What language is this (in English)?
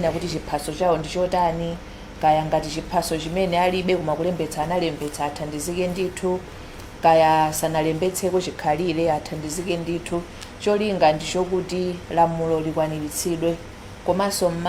Nyanja